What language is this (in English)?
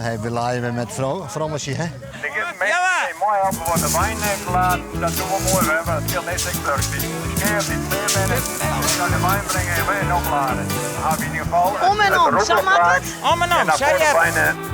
Western Frisian